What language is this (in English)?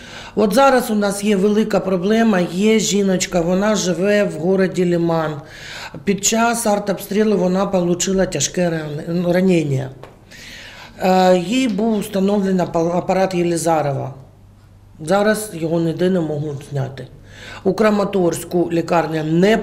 Ukrainian